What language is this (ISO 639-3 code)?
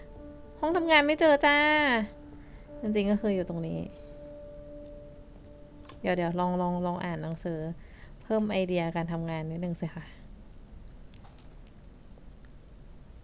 tha